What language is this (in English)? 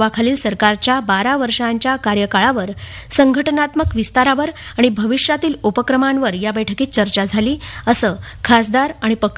Marathi